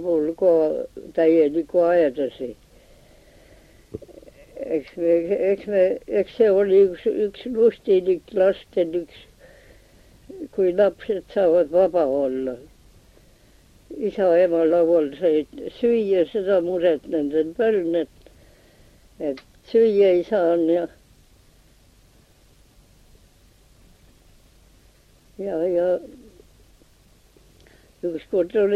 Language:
Estonian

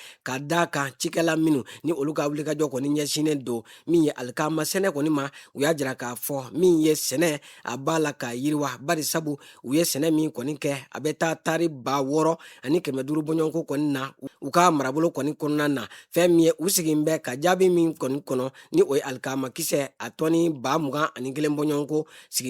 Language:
Bambara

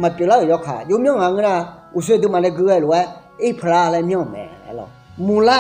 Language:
Akha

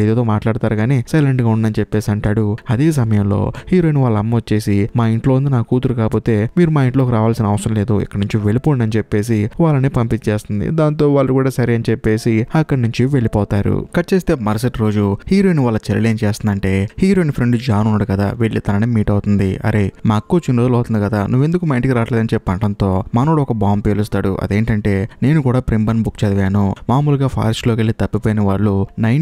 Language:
Telugu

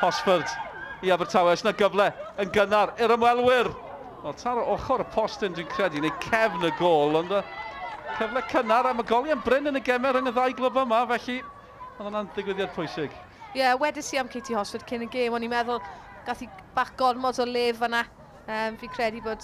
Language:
Welsh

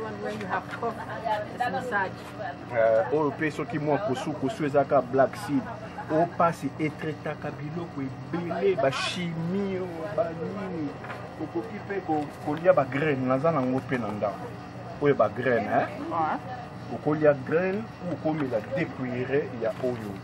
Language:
Lingala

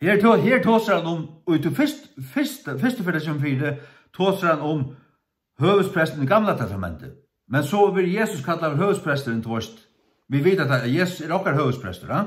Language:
Faroese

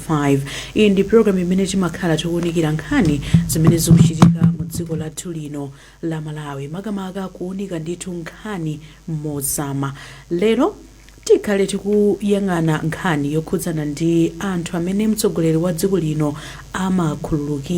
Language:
Nyanja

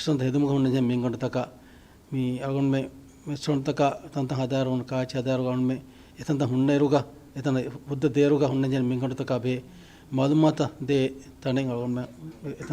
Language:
Divehi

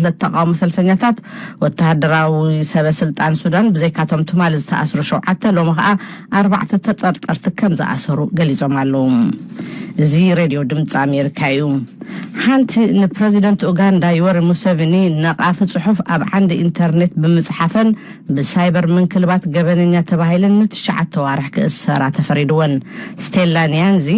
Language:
Tigrinya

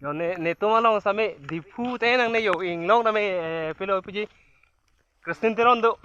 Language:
Karbi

